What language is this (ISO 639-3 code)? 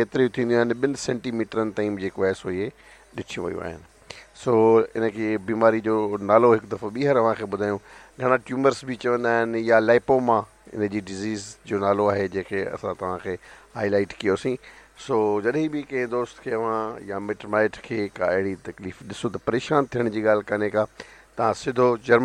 snd